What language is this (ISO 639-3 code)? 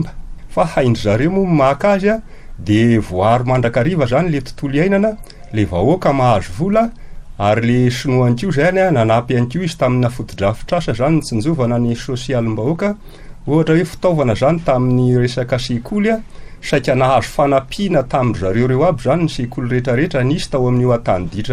mlg